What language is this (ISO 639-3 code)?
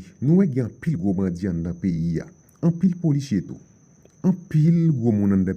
hat